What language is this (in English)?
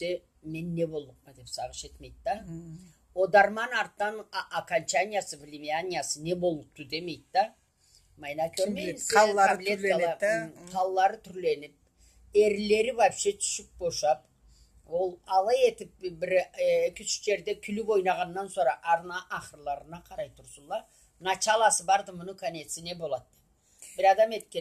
Karachay-Balkar